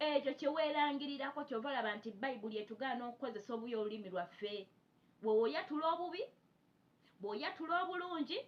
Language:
Ganda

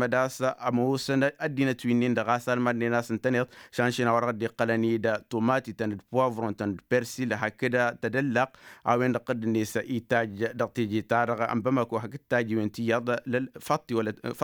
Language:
Tamasheq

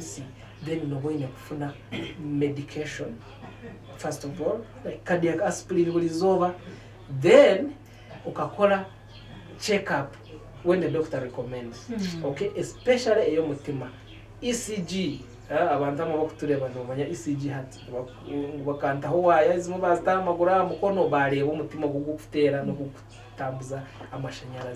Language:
Nyankole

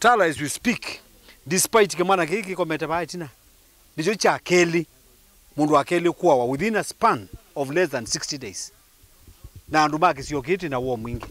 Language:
Kamba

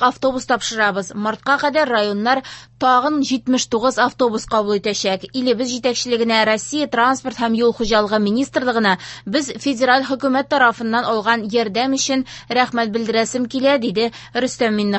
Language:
Tatar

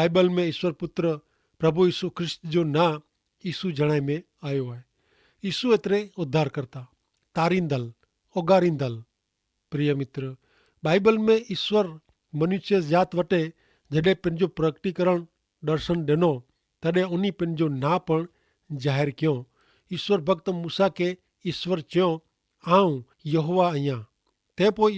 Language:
Kachhi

